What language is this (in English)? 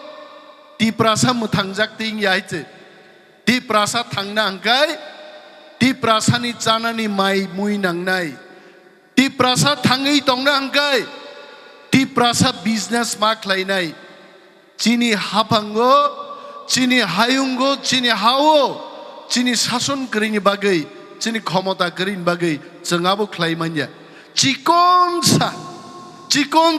Kok Borok